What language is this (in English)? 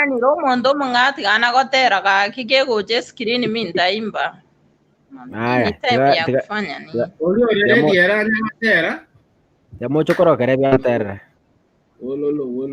Gusii